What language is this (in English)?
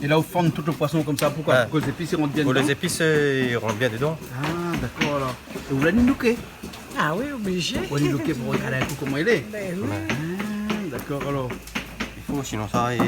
Réunion Creole French